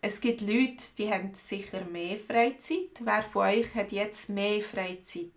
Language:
Swiss German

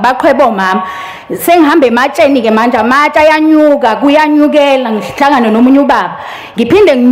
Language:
Zulu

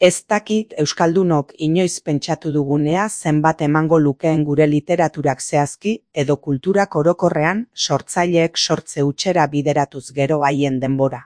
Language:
Basque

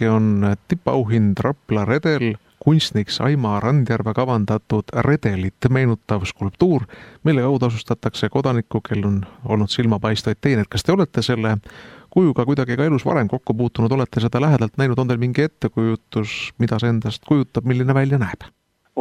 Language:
Estonian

